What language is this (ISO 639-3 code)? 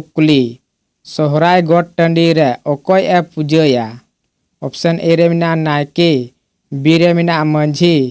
sat